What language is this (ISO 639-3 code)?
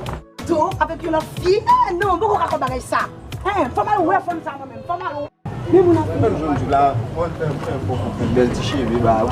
hat